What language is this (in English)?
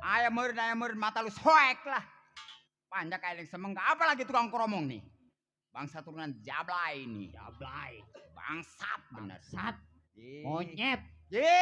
Betawi